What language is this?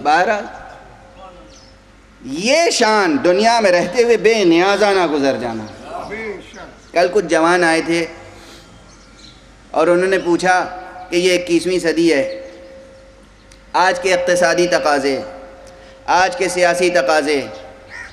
Urdu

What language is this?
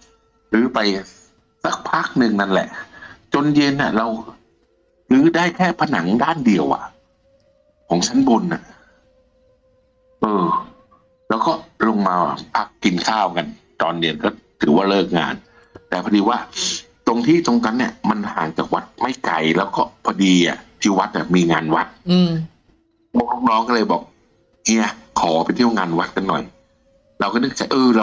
Thai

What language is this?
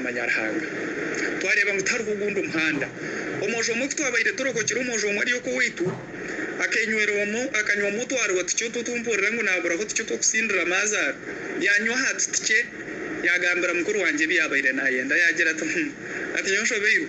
Nyankole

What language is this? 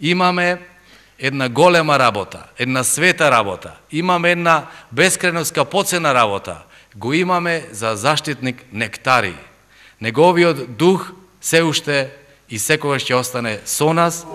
Macedonian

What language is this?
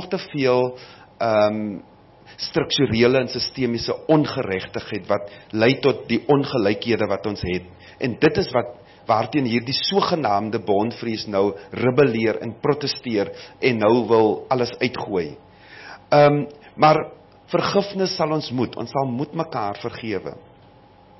Afrikaans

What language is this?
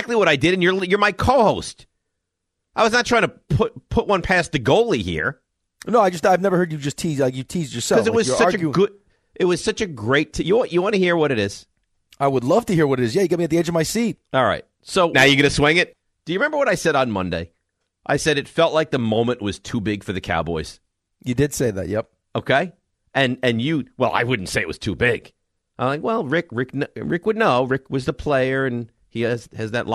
English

